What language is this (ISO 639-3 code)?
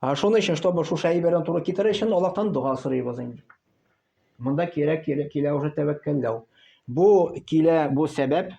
tat